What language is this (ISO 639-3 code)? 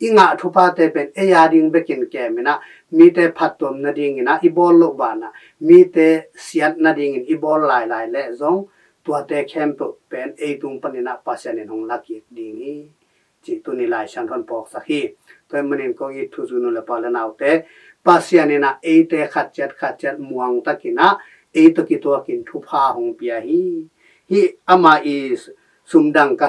ctd